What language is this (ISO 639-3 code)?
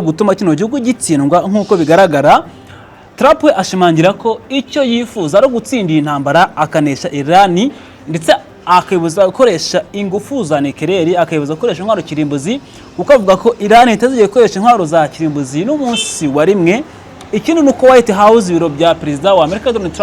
kin